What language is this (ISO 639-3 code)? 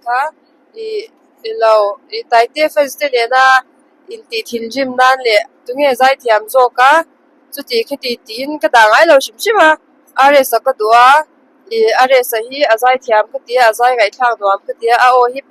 lus